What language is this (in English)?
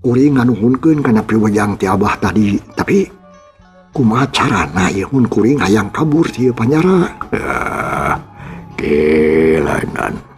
Sundanese